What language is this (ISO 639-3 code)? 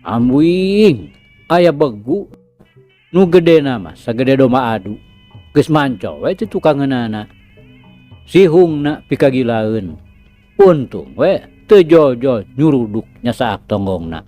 sun